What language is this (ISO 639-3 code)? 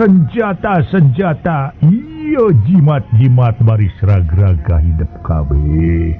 sun